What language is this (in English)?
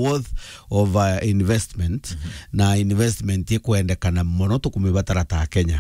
Meru